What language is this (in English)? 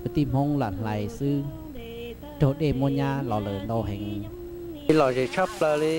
Hmong